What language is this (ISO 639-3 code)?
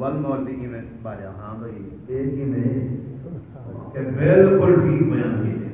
skr